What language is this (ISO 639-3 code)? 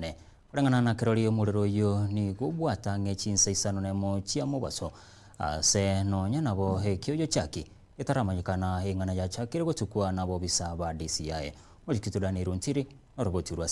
guz